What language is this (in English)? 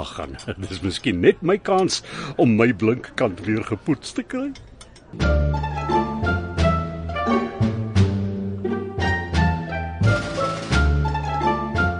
Afrikaans